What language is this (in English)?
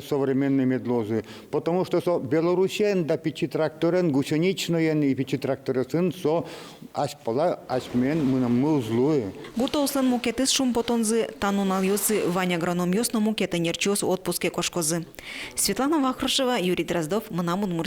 Udmurt